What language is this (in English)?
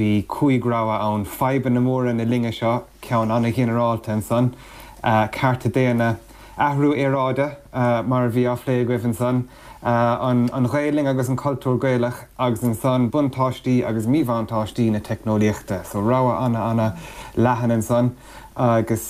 Irish